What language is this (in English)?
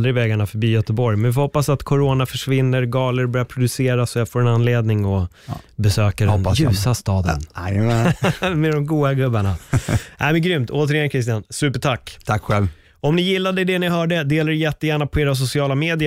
Swedish